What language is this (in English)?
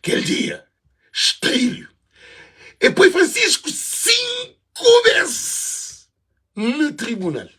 Kabuverdianu